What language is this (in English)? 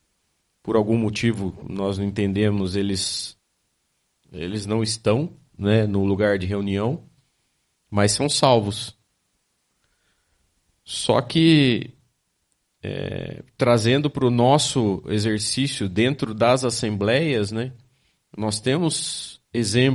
Portuguese